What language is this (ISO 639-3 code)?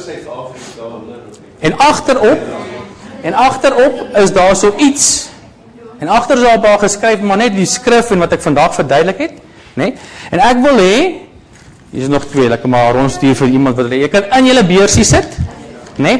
afr